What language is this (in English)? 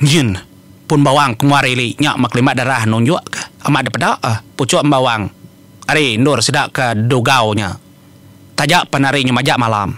Iban